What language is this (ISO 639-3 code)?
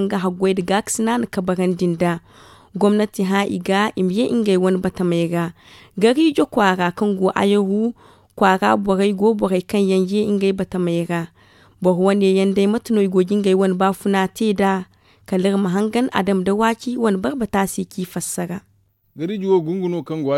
dje